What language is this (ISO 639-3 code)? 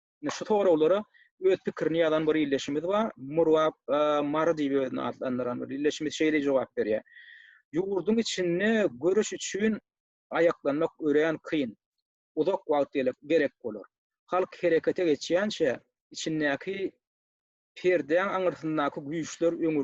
tuk